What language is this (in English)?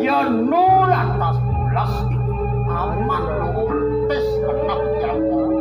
Balinese